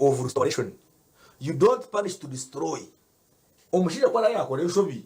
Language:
Nyankole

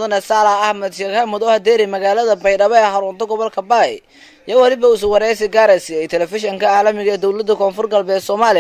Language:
Somali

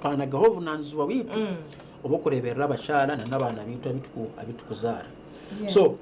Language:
Nyankole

